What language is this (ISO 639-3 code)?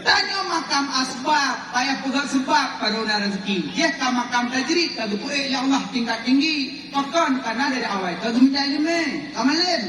ace